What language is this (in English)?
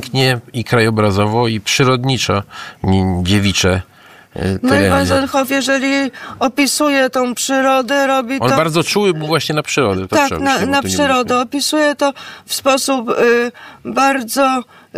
Polish